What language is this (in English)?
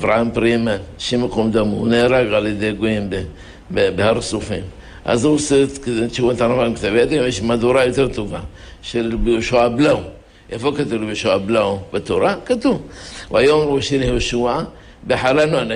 Hebrew